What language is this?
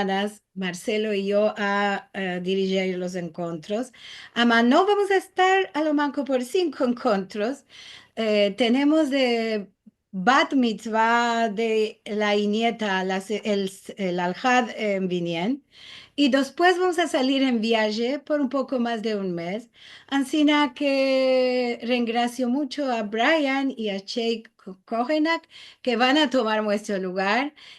Ladino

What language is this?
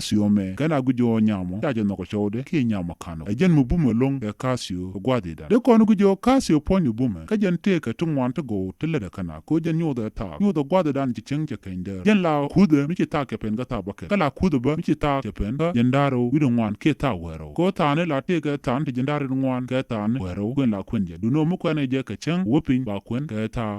Nuer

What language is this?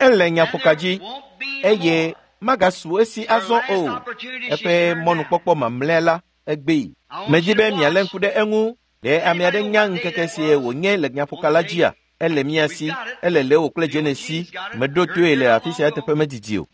Ewe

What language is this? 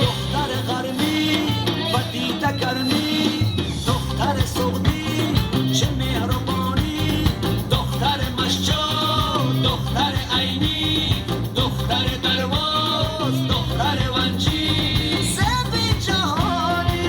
Tajik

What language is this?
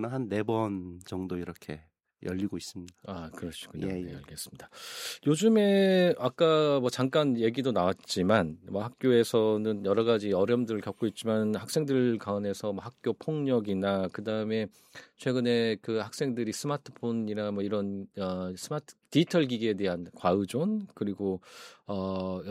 Korean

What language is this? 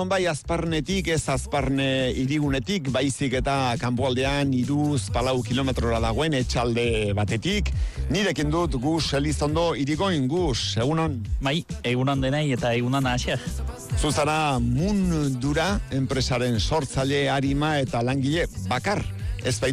Basque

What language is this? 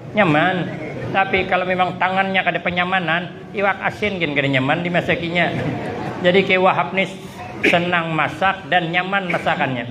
Banjar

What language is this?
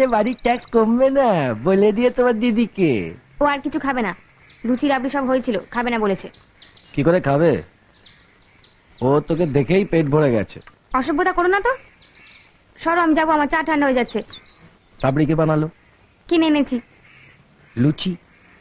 Bangla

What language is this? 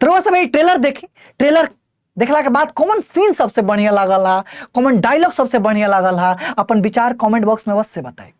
Bhojpuri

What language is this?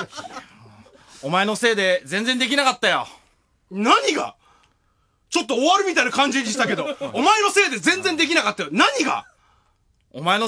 Japanese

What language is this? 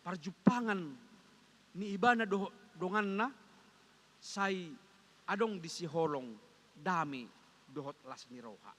Batak Toba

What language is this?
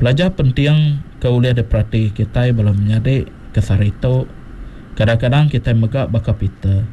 Iban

